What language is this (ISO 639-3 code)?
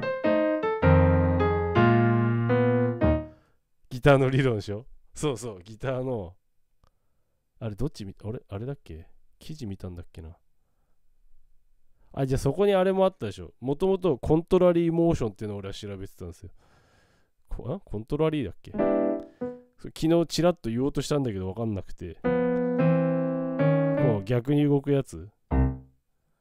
jpn